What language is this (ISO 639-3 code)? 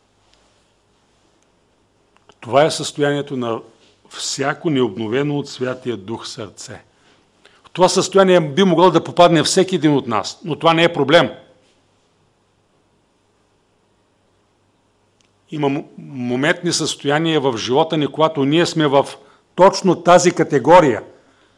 bul